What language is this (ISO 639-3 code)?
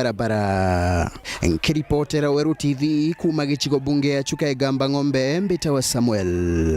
mer